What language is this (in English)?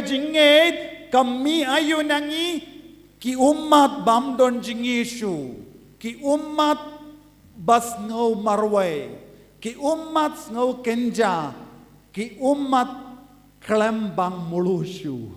Khasi